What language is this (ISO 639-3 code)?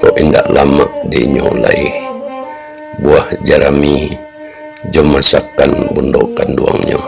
min